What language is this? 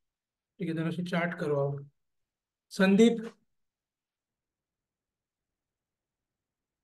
Hindi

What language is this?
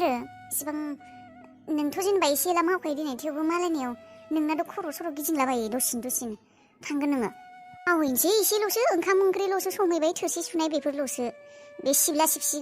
Bodo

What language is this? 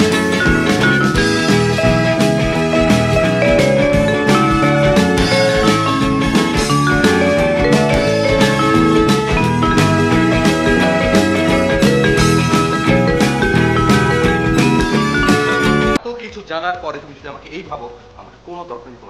Bangla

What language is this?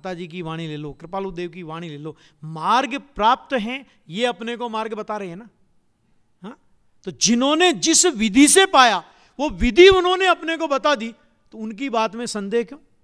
Hindi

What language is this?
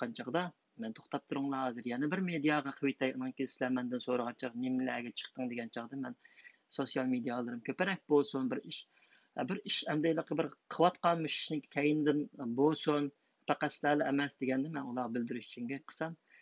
Uyghur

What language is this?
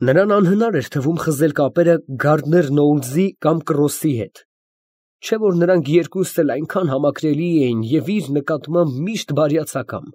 Armenian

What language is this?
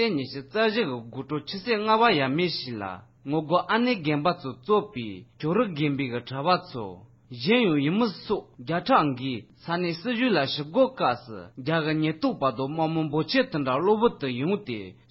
Tibetan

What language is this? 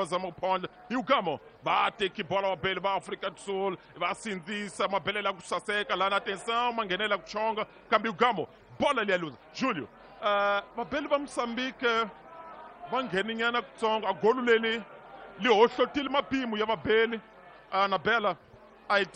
Tsonga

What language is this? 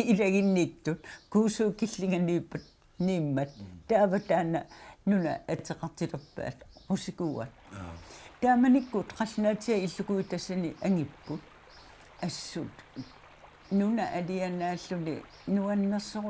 Kalaallisut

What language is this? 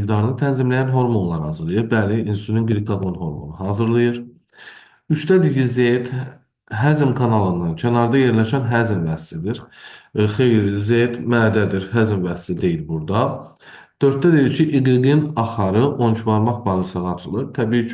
Azerbaijani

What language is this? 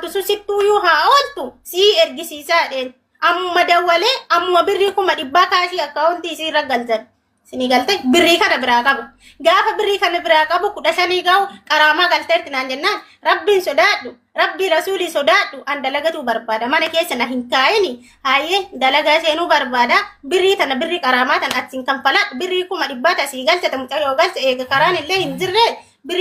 Oromo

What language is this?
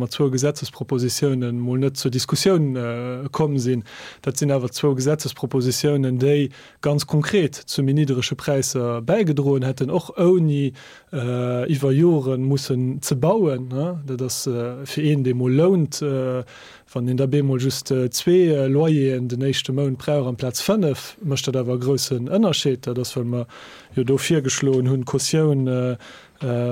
Luxembourgish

